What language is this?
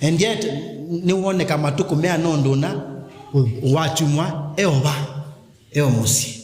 Kamba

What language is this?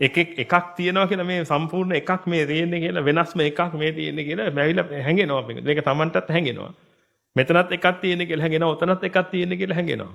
Sinhala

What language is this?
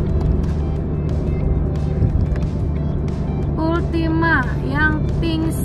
Indonesian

